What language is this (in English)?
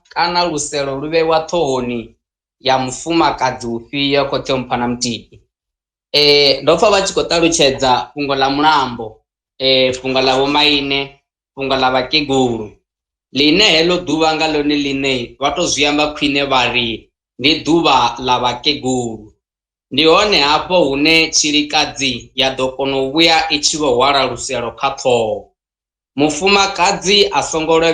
Venda